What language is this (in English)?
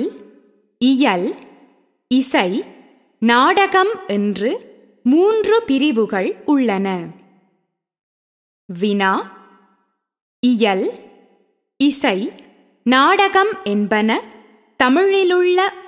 Tamil